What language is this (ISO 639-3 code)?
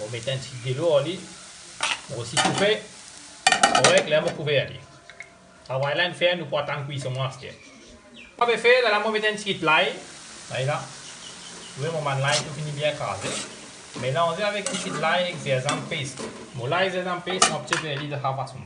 mfe